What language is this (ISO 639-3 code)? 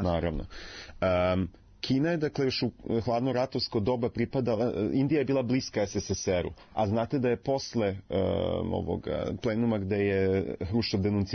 srp